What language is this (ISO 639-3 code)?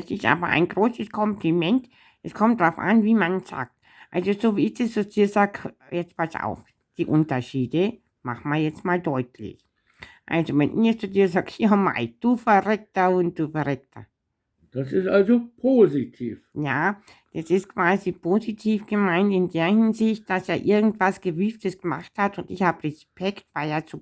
bar